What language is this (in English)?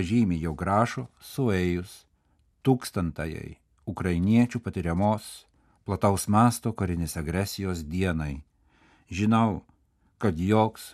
Lithuanian